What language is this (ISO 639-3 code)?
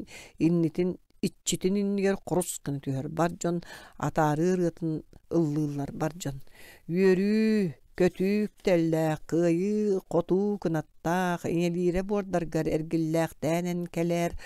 sah